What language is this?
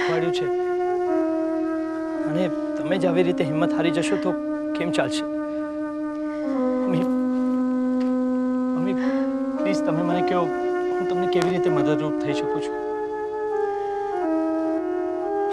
Gujarati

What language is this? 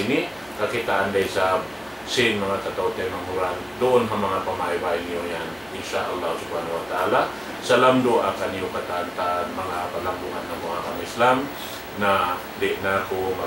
Tausug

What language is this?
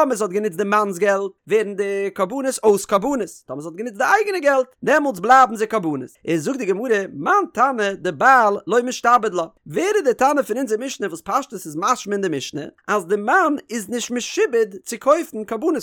Yiddish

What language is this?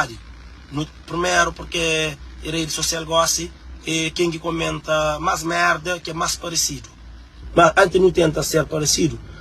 Kabuverdianu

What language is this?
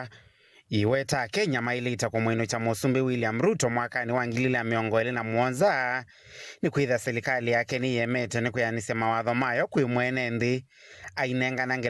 Kamba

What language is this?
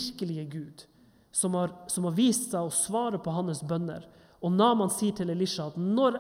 Norwegian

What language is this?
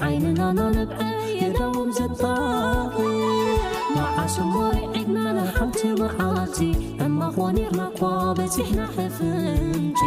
Tigrinya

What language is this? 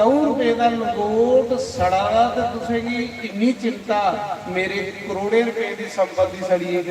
Dogri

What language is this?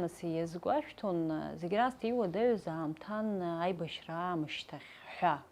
Abkhazian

